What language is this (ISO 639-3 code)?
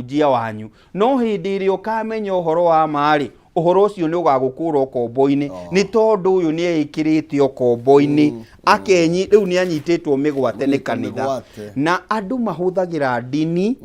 kik